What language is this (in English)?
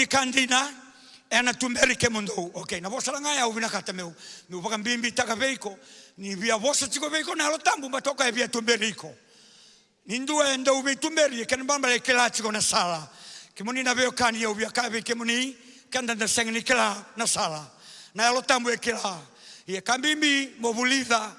Fijian